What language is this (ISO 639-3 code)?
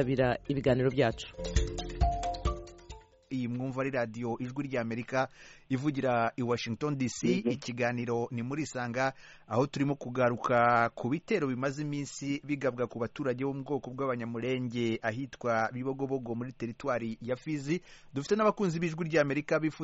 kin